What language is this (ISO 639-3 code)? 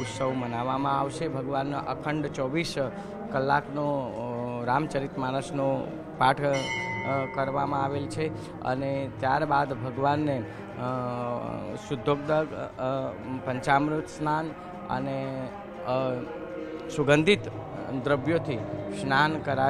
guj